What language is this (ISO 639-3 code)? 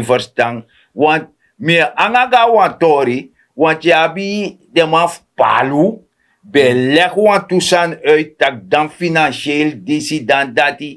srn